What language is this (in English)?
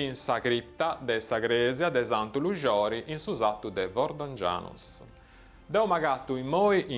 Sardinian